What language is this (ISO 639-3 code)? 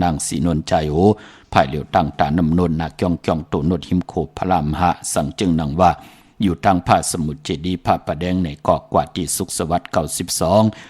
shn